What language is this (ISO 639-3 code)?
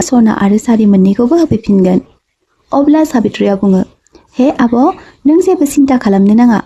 brx